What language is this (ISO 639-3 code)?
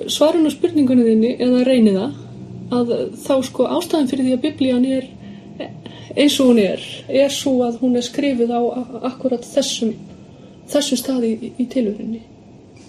isl